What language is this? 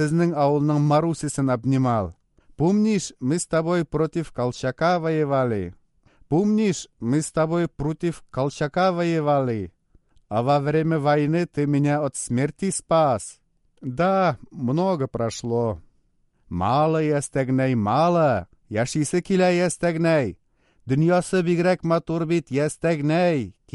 Tatar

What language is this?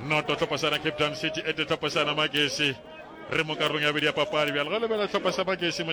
Northern Sotho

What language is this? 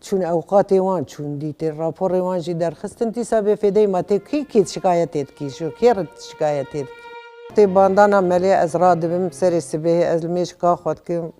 Kurdish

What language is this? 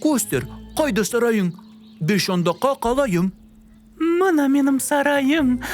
Crimean Tatar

